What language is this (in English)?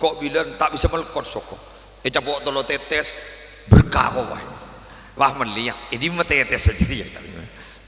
Madurese